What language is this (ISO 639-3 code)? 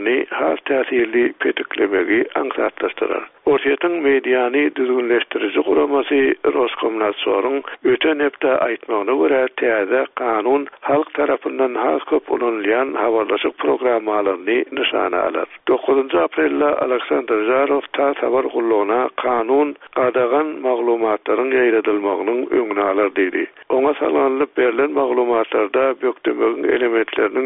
tuk